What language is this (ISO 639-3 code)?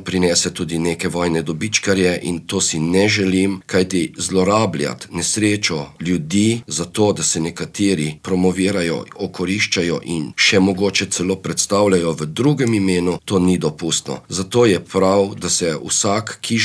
slv